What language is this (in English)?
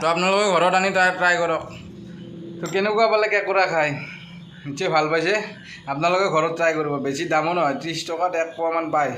Assamese